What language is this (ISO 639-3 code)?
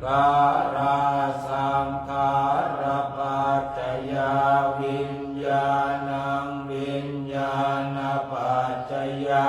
pli